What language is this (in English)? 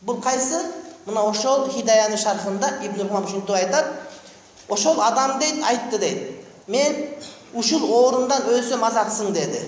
Kyrgyz